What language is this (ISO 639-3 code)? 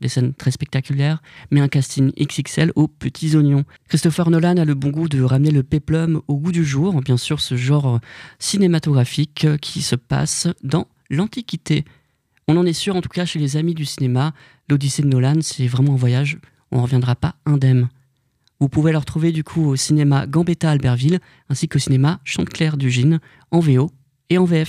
fra